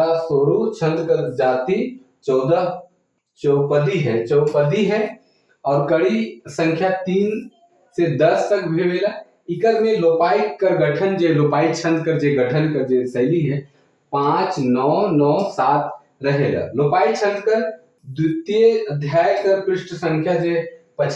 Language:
Sadri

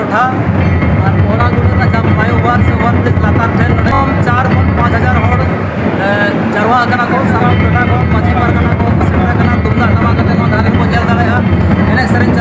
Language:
Santali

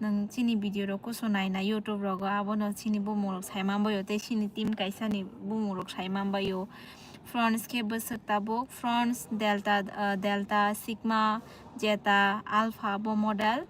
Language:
Kok Borok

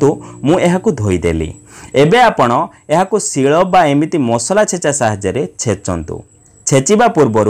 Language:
Odia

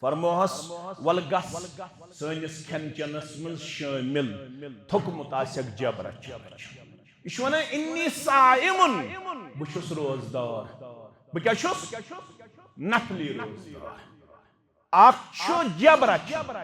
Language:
Kashmiri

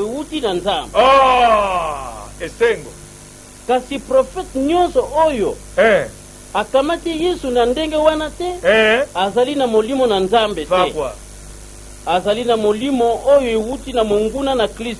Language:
Lingala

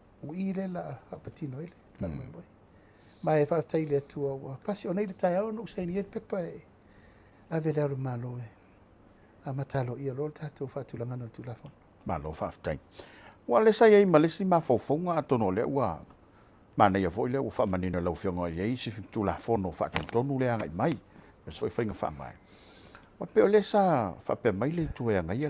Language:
Samoan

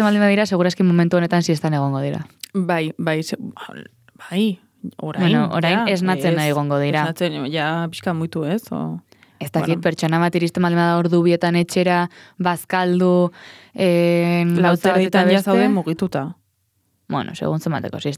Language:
Basque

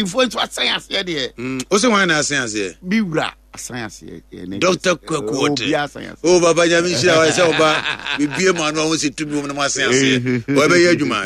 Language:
Akan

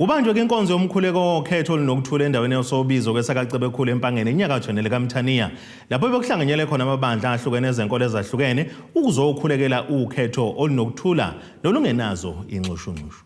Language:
Zulu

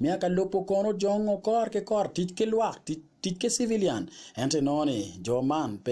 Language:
Acoli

